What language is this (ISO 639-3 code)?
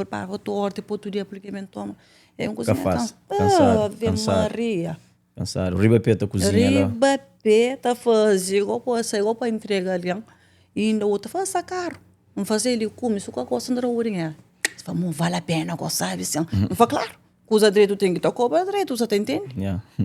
kea